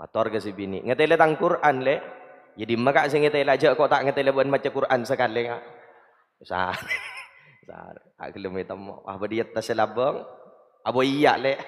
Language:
Madurese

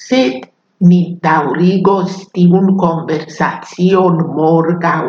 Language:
Esperanto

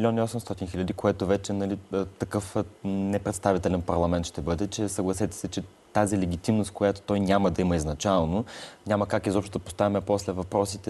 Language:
Bulgarian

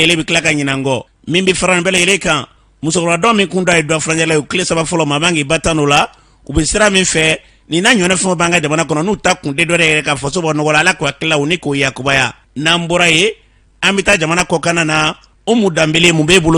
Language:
Bambara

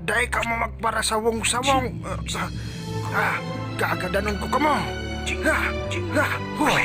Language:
Bikol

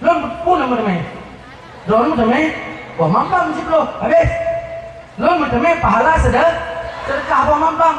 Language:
Achinese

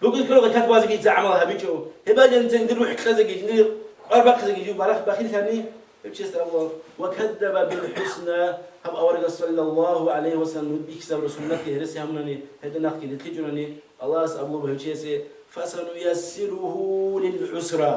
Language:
Avaric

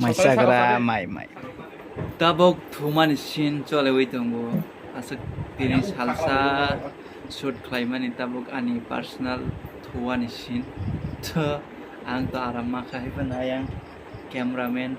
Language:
Kok Borok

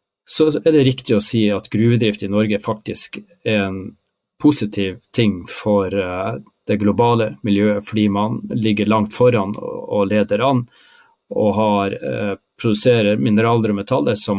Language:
Norwegian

